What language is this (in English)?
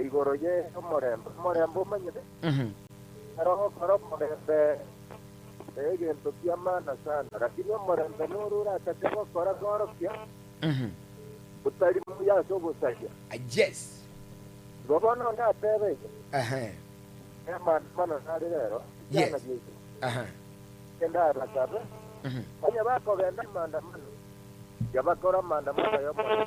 Gusii